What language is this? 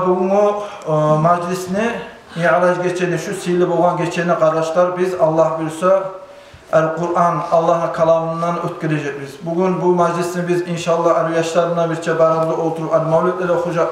Kumyk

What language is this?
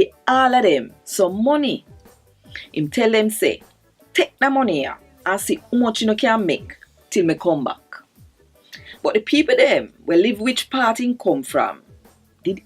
Jamaican Creole English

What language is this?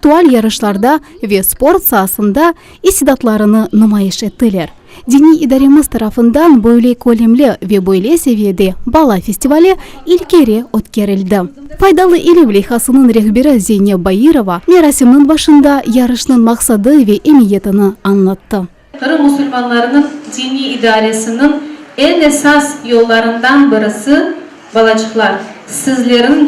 Crimean Tatar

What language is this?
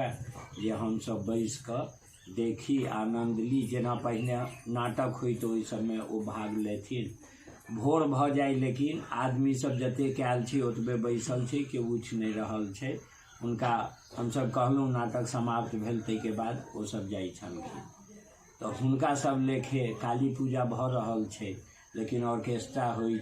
Maithili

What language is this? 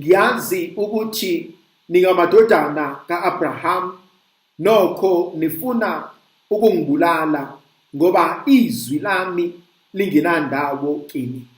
Zulu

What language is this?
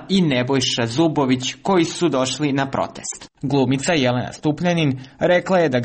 Serbian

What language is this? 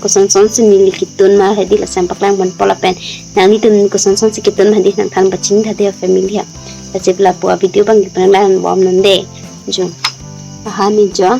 Karbi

